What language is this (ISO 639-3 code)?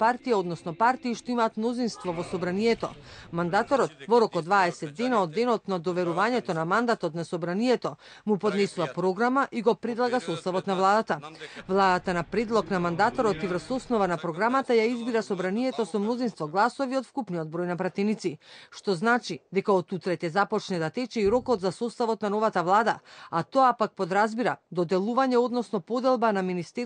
mkd